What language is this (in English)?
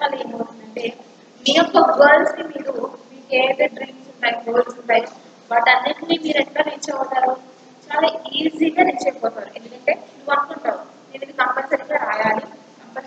Telugu